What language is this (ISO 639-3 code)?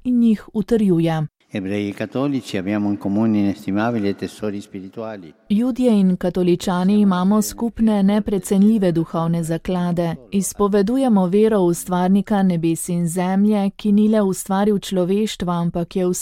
slv